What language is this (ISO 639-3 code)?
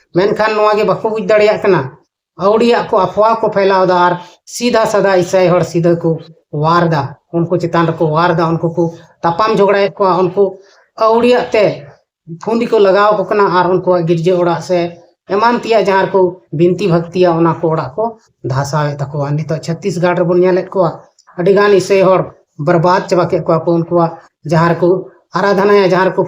sat